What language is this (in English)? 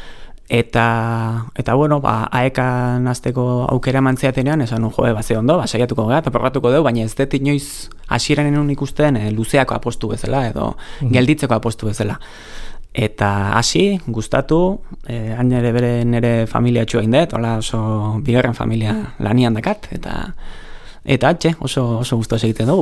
Basque